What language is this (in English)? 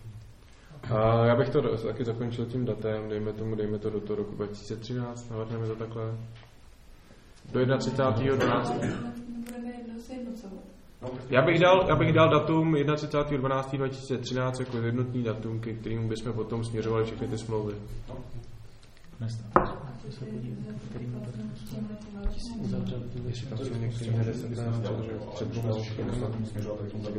Czech